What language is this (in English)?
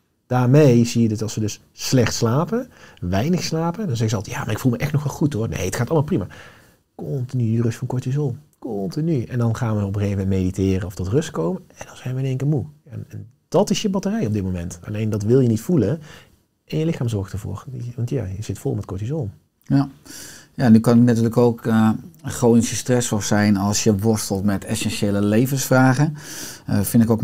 Dutch